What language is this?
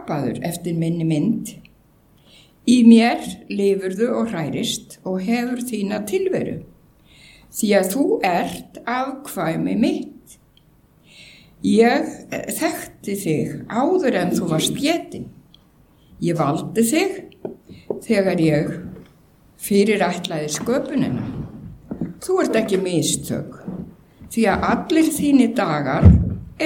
Icelandic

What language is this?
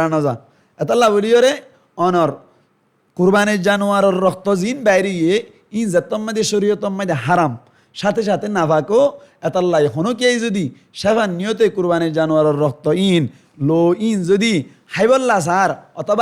Rohingya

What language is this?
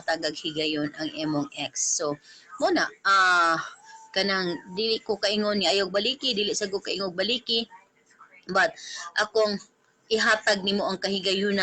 Cebuano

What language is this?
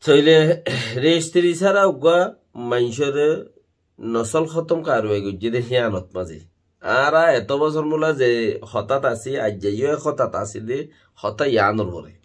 Rohingya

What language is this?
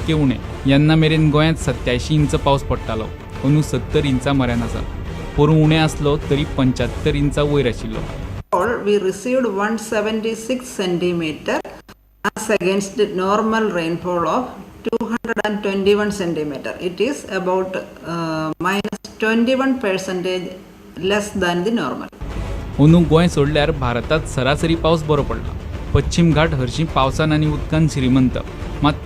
Konkani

